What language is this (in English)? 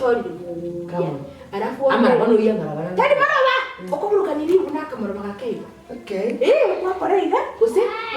Gusii